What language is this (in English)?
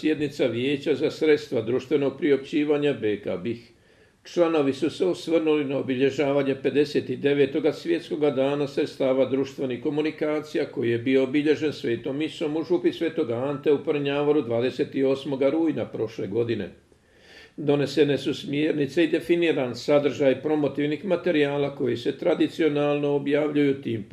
Croatian